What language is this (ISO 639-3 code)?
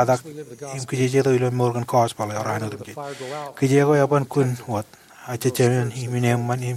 mah